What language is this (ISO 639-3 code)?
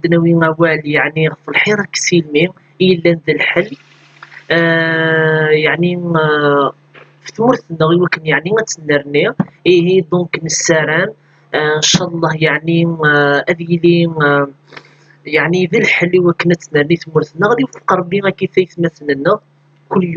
kab